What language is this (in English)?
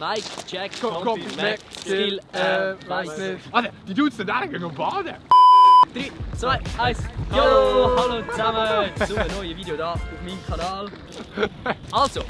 Swiss German